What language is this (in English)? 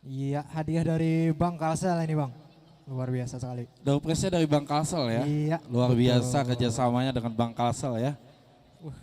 Banjar